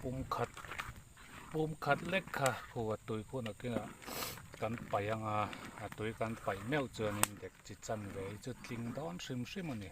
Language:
Mizo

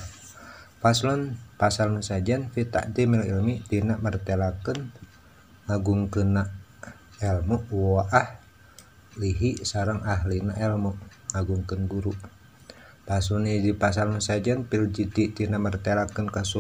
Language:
Sundanese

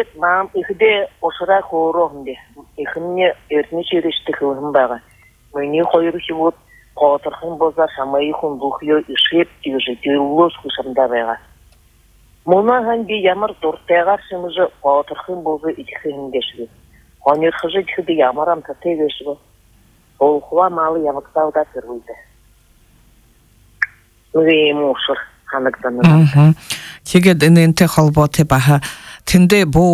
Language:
Buriat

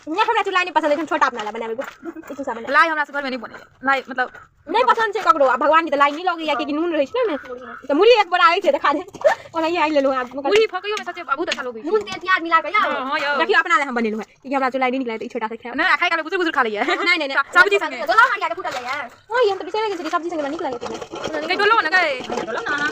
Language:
Maithili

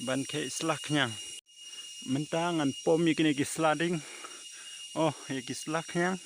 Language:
Khasi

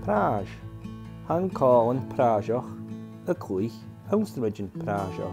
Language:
Scottish Gaelic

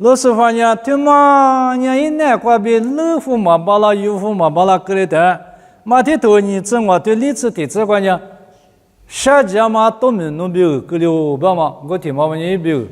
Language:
Lisu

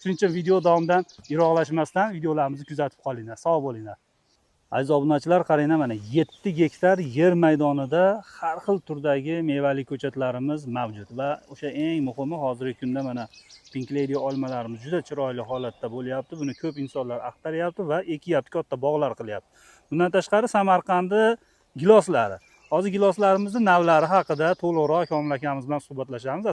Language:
Uzbek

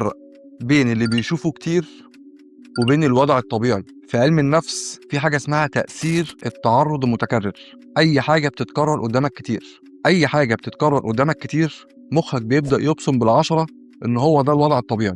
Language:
Egyptian Arabic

